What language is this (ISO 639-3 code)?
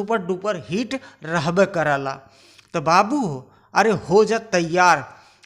bho